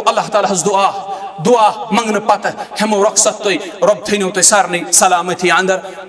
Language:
Kashmiri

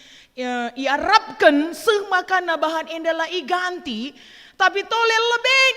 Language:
Batak Karo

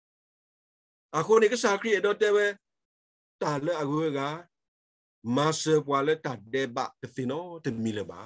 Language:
S'gaw Karen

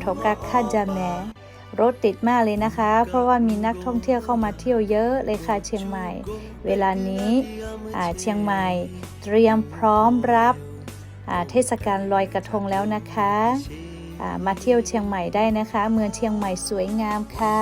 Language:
Lahu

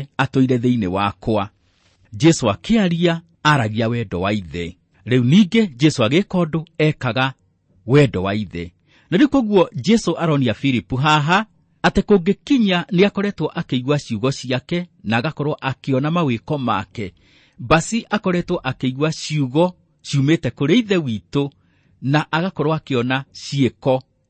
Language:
Kikuyu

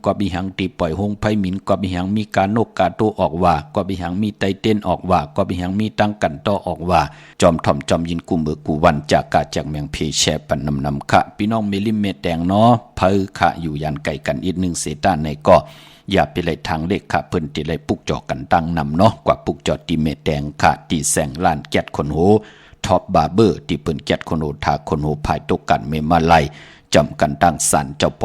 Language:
Shan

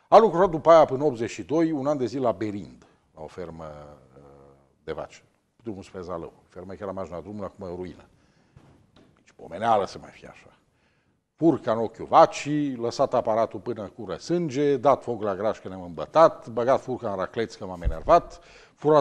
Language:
Romanian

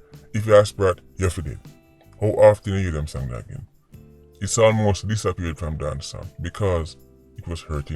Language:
Jamaican Creole English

